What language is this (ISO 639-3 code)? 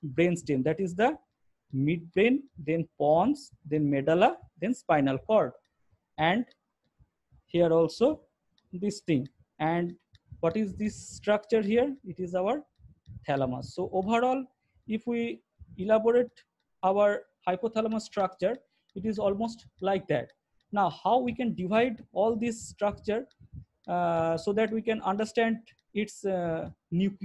eng